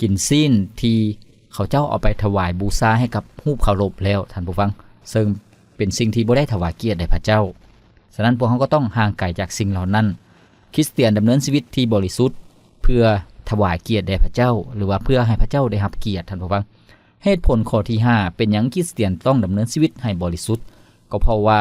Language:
Lao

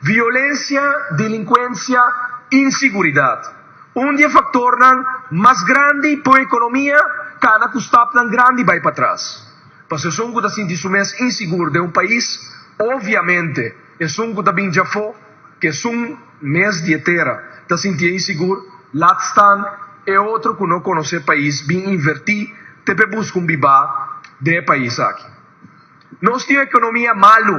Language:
Papiamento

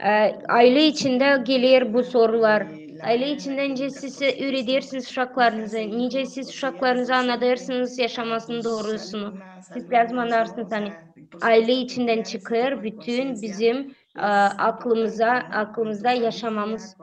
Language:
Gagauz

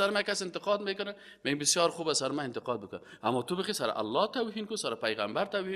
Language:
Persian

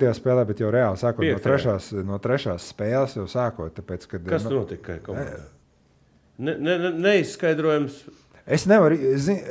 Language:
Latvian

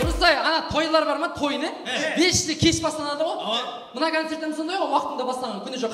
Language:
Kara-Kalpak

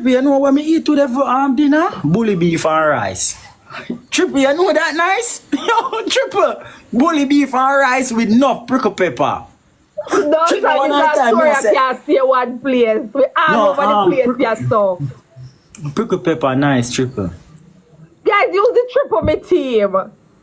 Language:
Jamaican Creole English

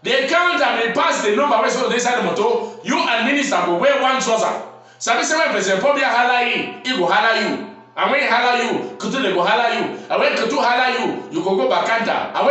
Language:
Cameroon Pidgin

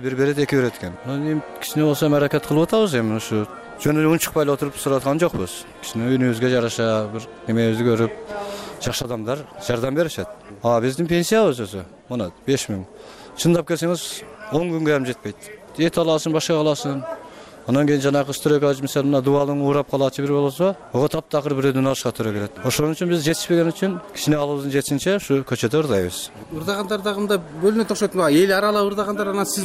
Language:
Kyrgyz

